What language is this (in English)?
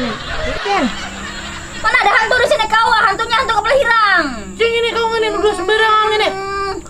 Banjar